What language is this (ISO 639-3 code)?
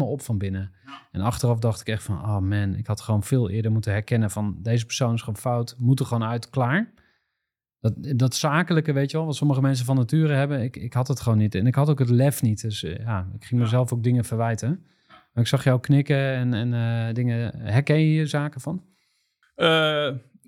nld